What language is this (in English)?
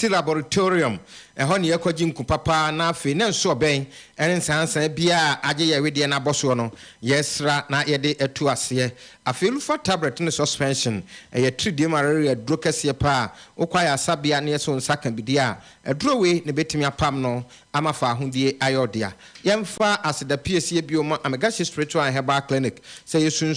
Akan